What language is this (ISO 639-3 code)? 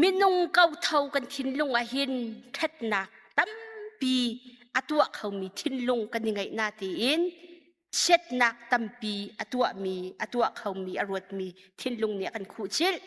cnh